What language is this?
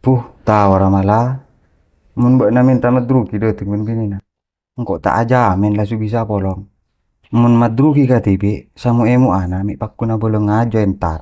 Madurese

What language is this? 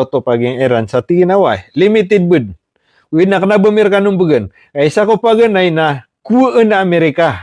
Maranao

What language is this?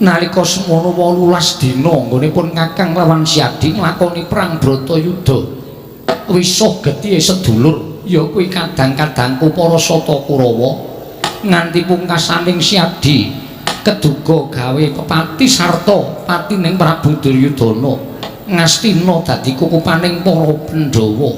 Javanese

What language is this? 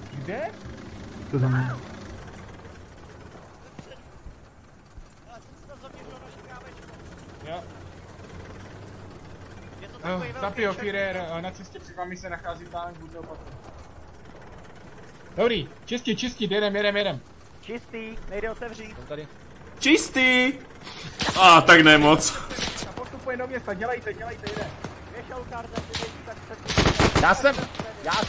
Czech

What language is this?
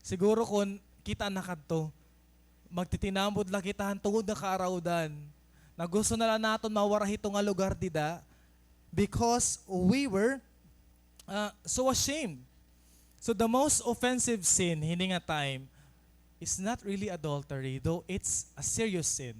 Waray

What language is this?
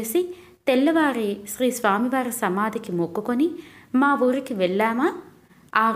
Telugu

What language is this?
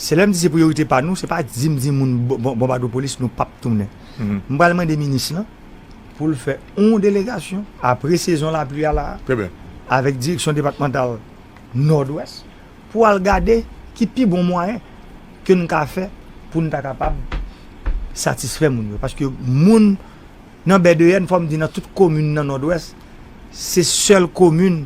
Haitian Creole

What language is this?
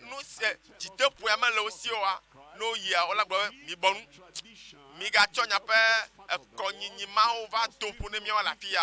Ewe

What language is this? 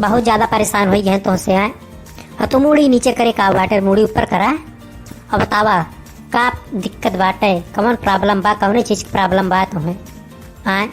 Awadhi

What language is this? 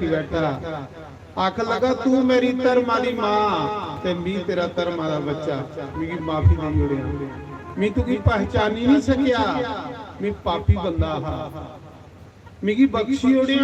Dogri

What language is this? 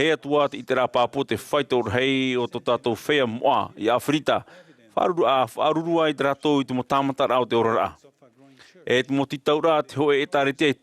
Tahitian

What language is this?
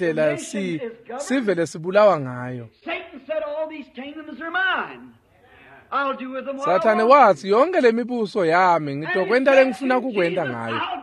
Swati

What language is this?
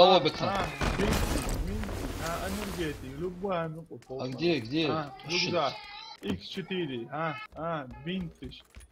Ingush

